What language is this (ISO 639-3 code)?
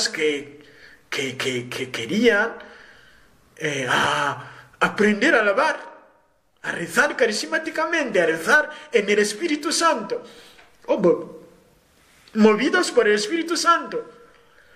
spa